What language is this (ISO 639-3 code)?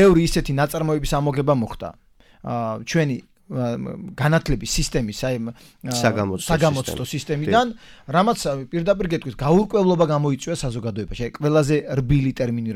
kat